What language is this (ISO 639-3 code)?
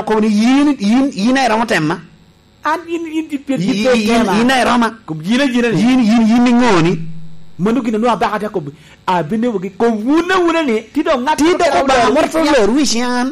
laj